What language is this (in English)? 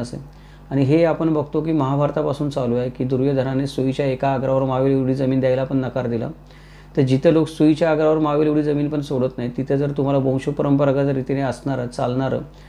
Marathi